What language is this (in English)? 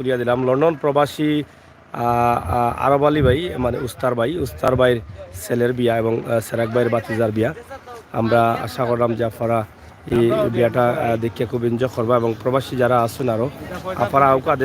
Sylheti